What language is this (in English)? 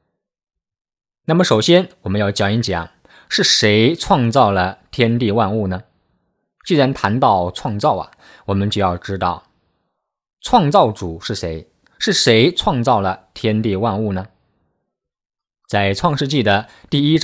Chinese